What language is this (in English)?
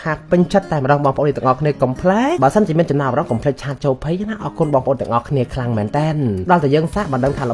Khmer